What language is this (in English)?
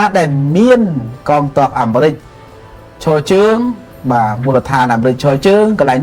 Khmer